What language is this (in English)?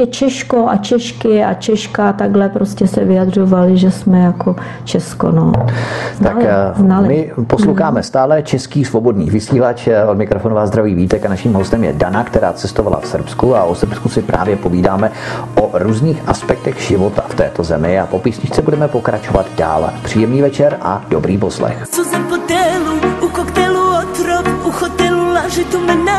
Czech